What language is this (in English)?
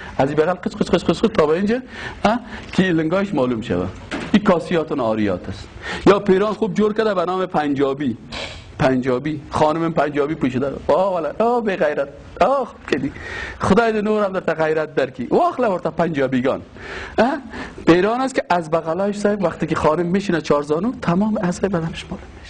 Persian